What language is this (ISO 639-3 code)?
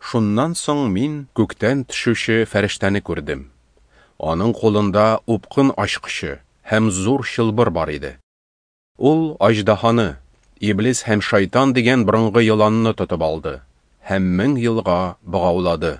tat